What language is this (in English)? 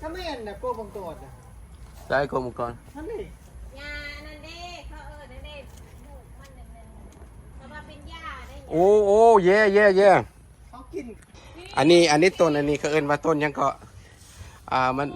Lao